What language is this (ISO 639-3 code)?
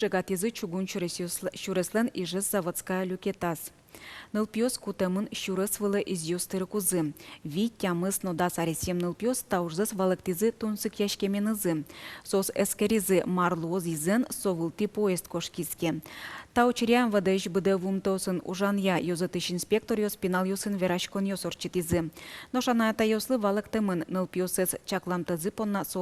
udm